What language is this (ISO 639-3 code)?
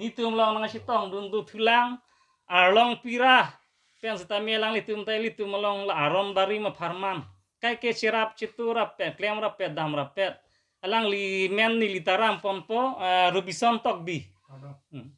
mjw